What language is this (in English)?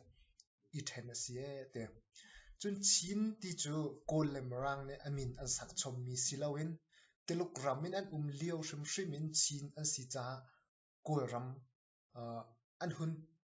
Hakha Chin